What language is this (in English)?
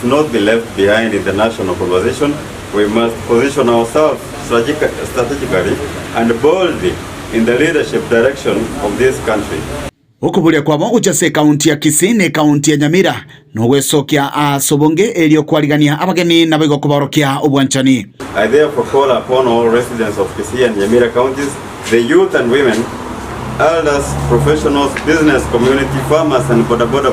Gusii